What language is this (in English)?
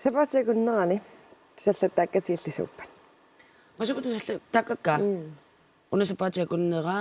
Kalaallisut